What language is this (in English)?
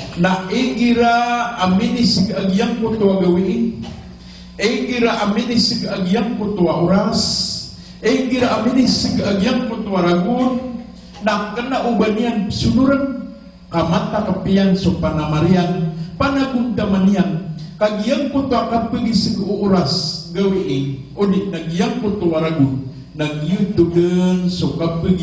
Maranao